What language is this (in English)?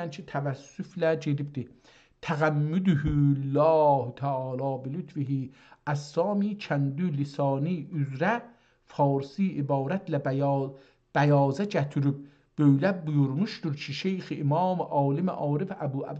South Azerbaijani